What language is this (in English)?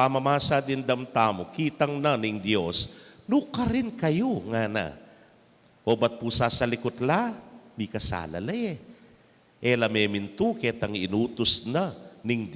Pampanga